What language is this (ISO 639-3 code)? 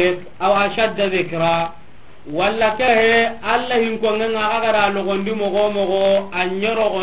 snk